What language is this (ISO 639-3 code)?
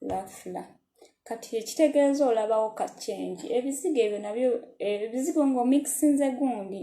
lug